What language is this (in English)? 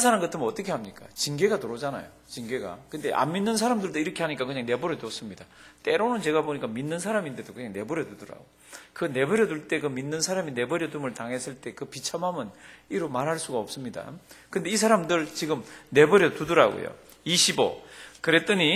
Korean